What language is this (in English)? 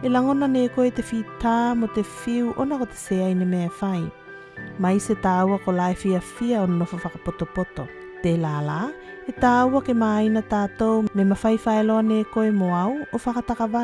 Tuvalu